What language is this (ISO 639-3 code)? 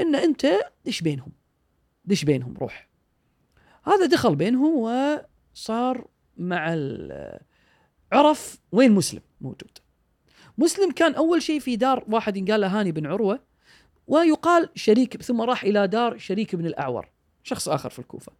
afb